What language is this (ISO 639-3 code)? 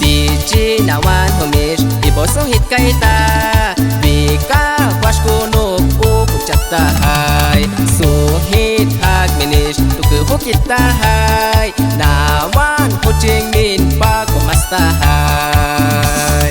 agr